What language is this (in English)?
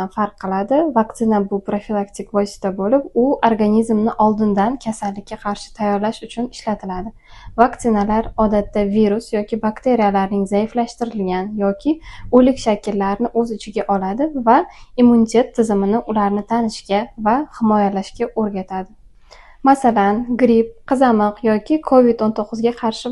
Uzbek